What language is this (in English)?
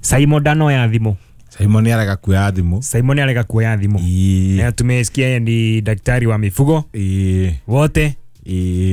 Kikuyu